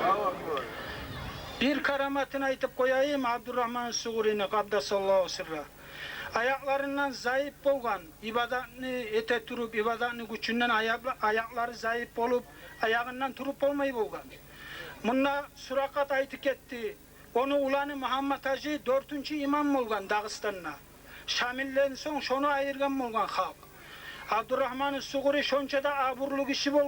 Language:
Kumyk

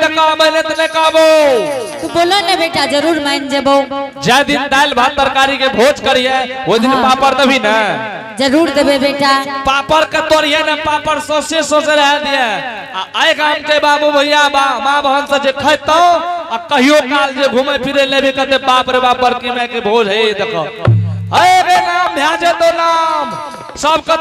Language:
Angika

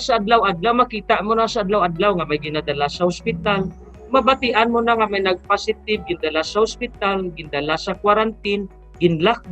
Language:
Hiligaynon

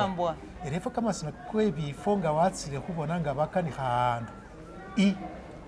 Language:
Masaaba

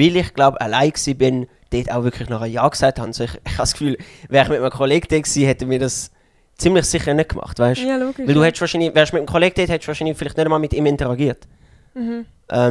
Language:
Swiss German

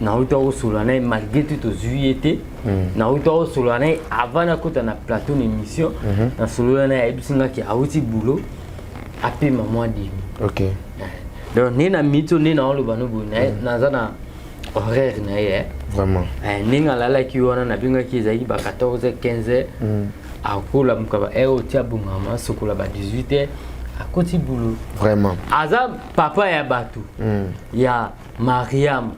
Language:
Lingala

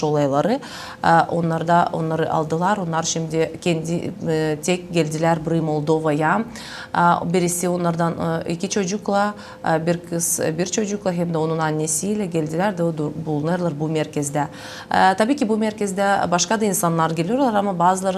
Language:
Gagauz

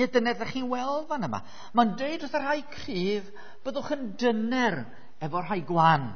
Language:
Welsh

